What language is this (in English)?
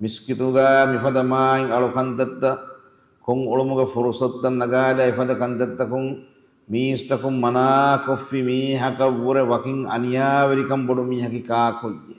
Divehi